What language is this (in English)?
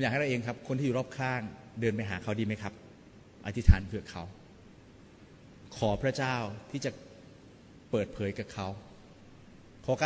Thai